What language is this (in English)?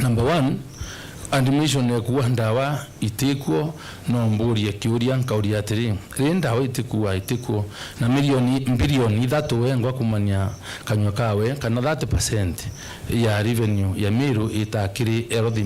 Meru